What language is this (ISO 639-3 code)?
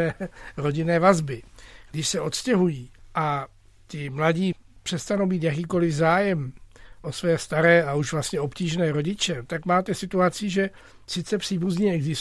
ces